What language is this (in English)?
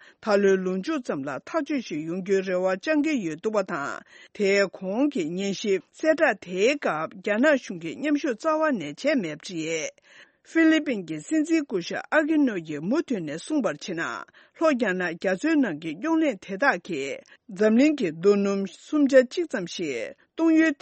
Tibetan